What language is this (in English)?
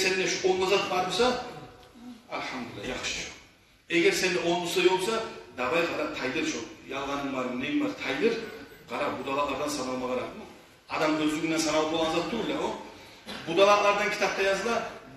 Kumyk